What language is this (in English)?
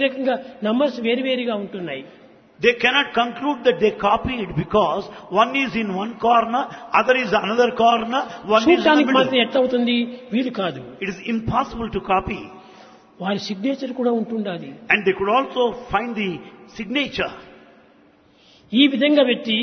Telugu